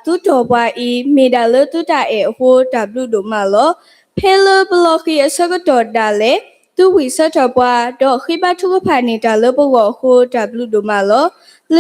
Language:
S'gaw Karen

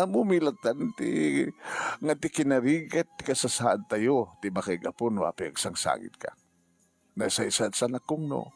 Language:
Iloko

